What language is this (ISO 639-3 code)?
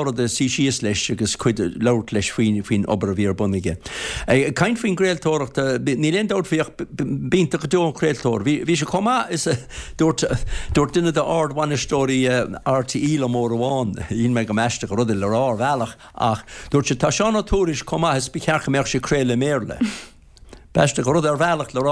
gle